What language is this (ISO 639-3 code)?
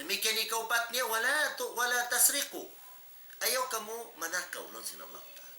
tsg